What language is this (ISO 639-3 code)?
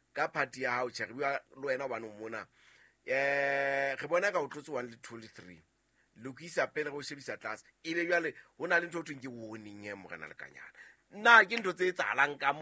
sot